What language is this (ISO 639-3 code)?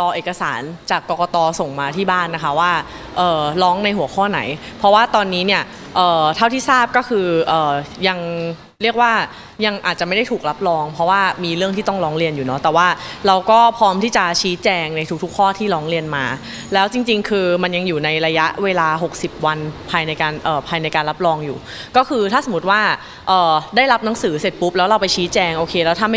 tha